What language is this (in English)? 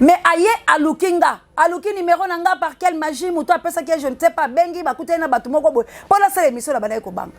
Lingala